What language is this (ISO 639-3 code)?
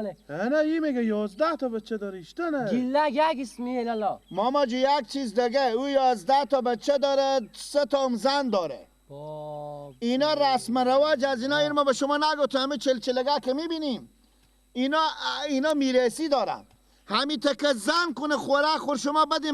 fas